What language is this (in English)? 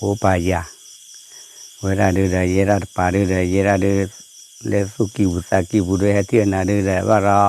S'gaw Karen